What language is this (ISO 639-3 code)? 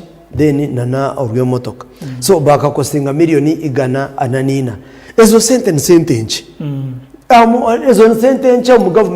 nyn